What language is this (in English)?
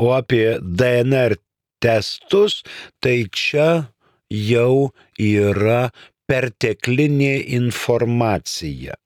Lithuanian